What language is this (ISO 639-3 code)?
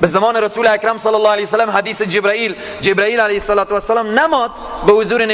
fas